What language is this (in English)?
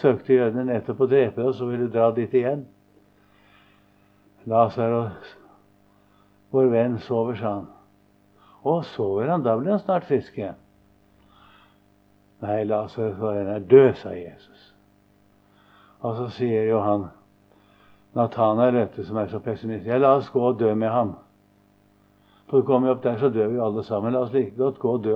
Norwegian